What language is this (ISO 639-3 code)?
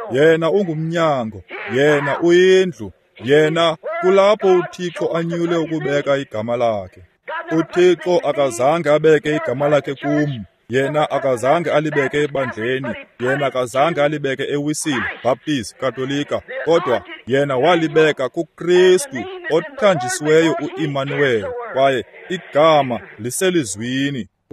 xho